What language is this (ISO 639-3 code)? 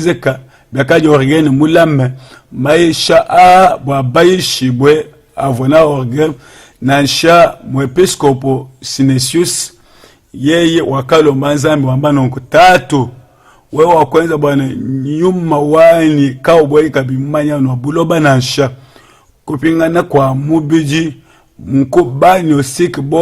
lua